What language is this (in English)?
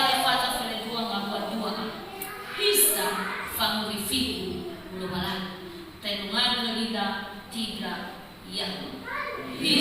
Nias